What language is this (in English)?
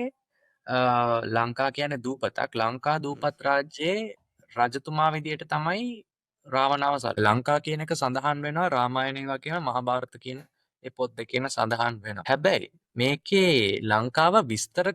Sinhala